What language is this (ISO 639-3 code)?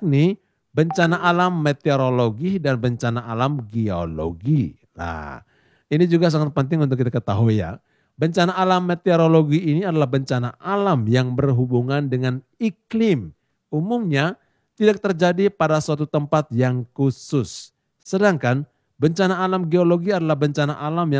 ind